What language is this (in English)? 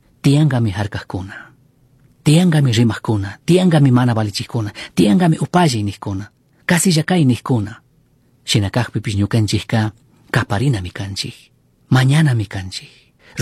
Chimborazo Highland Quichua